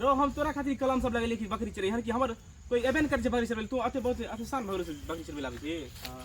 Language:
Maithili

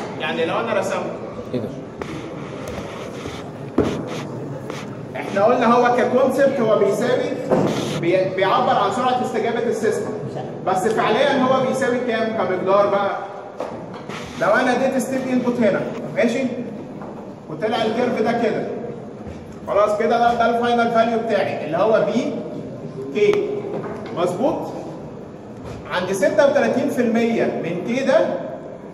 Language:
Egyptian Arabic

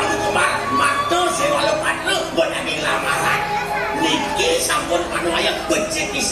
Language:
Balinese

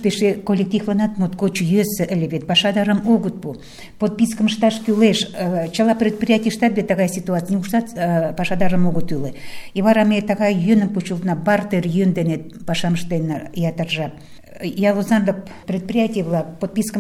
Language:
Mari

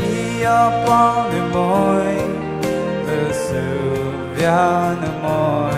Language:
Poumei Naga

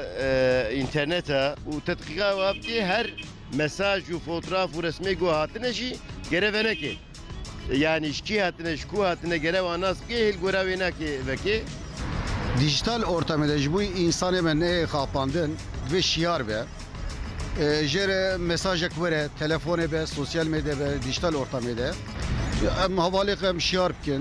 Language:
Kurdish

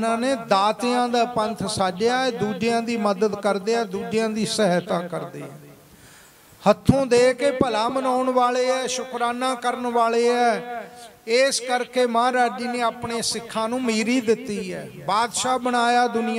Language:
Punjabi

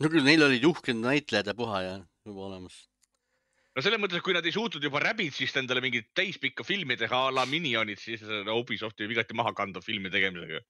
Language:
Estonian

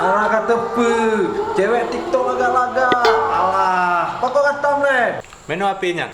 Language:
Achinese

